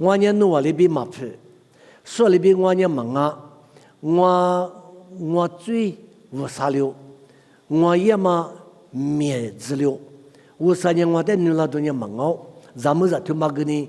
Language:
Lisu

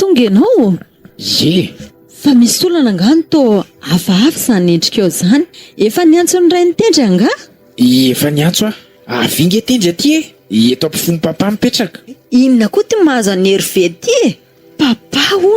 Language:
Malagasy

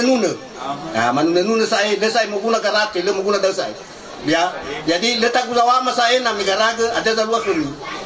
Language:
Nias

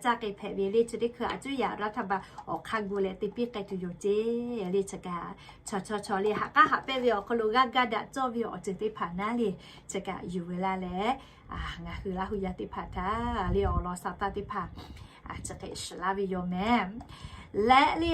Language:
Lahu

